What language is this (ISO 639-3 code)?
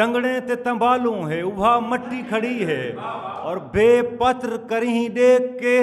skr